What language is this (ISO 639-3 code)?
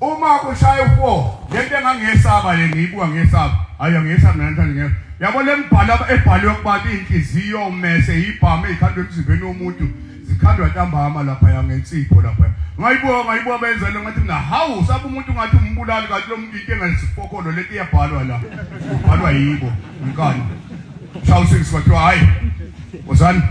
zul